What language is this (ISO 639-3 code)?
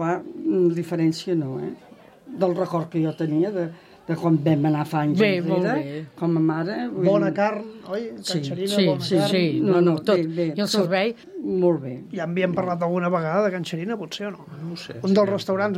cat